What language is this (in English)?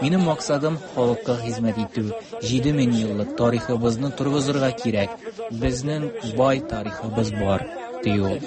Tatar